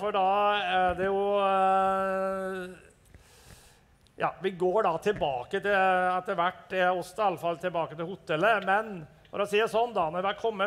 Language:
Norwegian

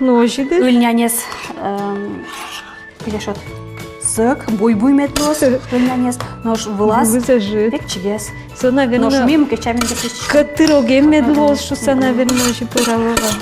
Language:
Udmurt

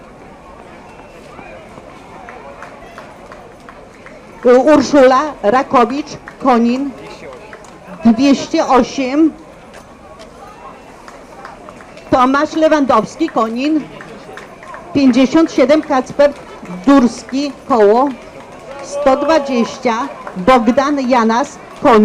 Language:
Polish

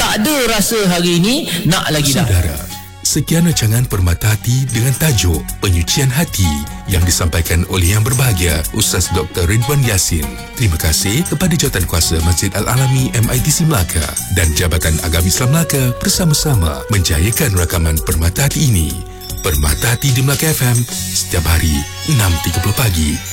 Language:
Malay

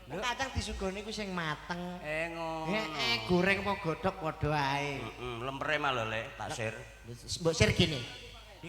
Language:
Javanese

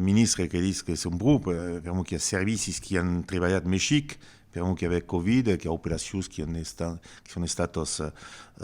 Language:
Occitan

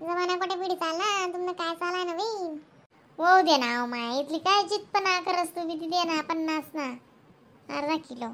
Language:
Khandesi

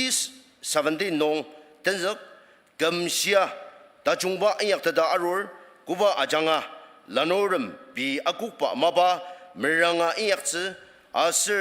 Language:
Ao Naga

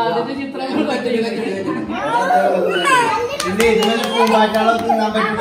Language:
Malayalam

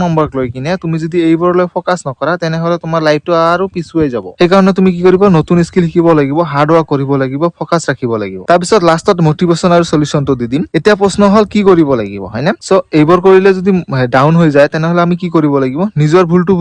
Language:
Assamese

